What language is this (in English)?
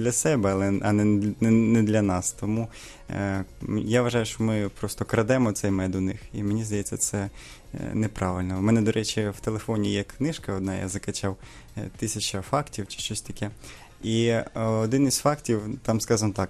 Ukrainian